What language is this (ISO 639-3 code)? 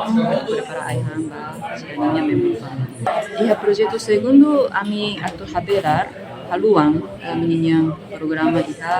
tet